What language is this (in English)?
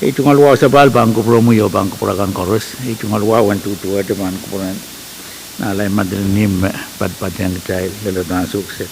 Pohnpeian